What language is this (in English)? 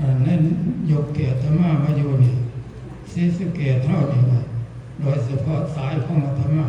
Northeastern Thai